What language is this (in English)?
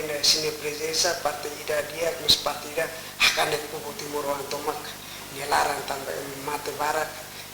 Tetum